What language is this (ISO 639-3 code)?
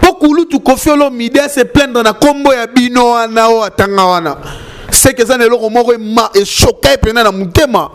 lin